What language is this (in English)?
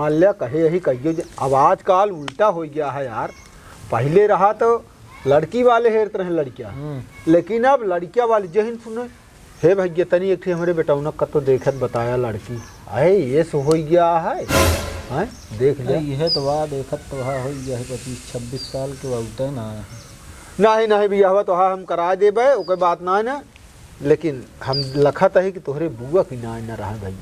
Awadhi